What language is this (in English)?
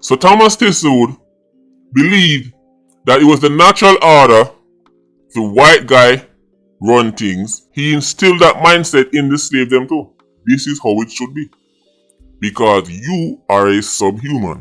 Jamaican Creole English